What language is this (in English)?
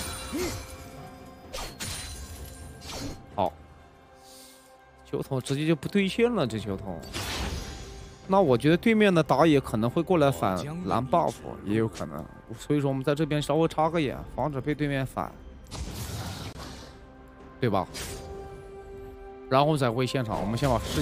Chinese